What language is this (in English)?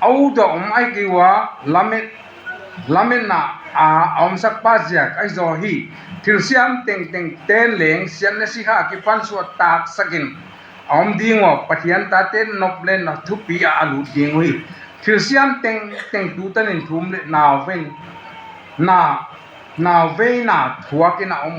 Tedim Chin